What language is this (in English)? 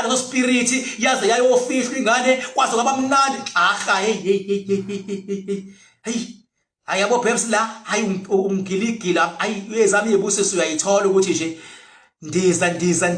Zulu